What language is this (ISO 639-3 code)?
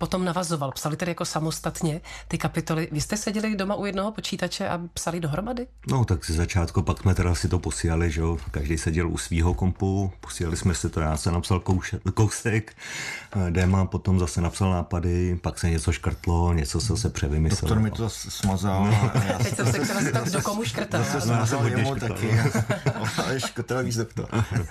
ces